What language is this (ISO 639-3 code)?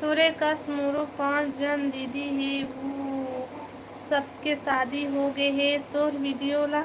hne